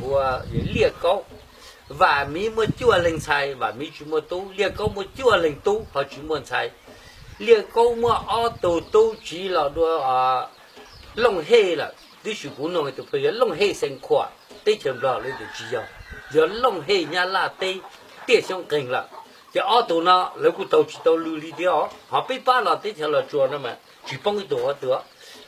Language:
Hmong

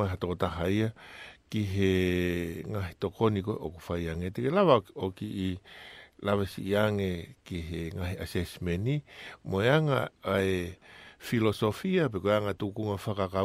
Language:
Tongan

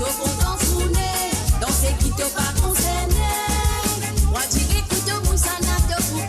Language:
Morisyen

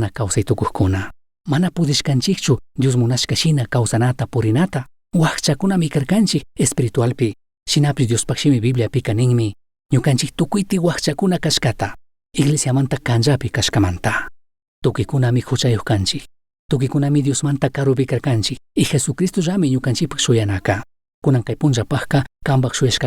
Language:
Chimborazo Highland Quichua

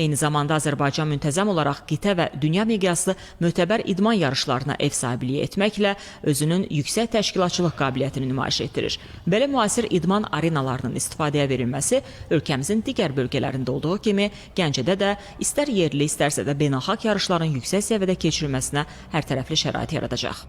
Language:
Azerbaijani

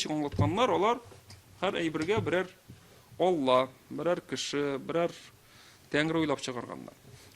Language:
Tatar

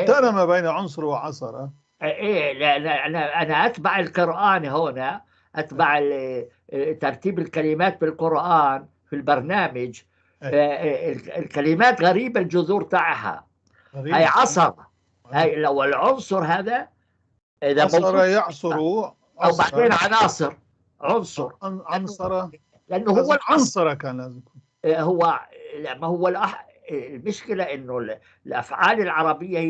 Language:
North Levantine Arabic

